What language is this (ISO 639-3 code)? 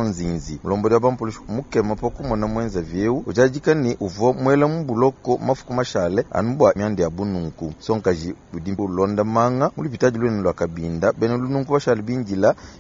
lua